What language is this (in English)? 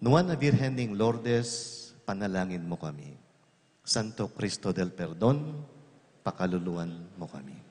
Pampanga